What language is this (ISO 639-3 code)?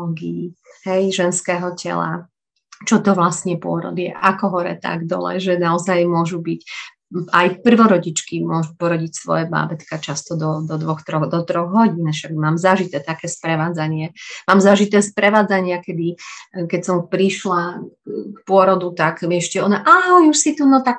slk